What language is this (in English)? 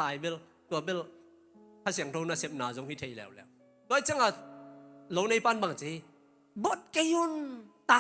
Tedim Chin